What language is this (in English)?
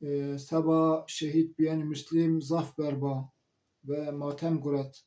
Zaza